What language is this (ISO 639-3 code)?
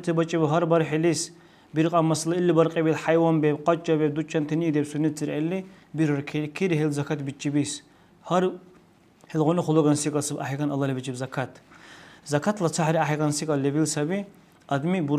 dar